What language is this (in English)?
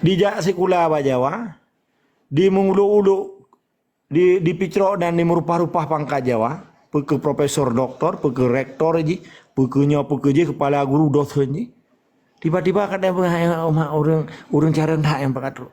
Achinese